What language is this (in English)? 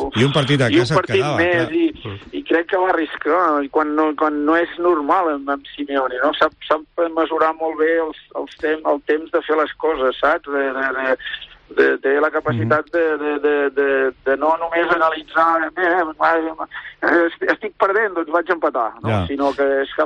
Catalan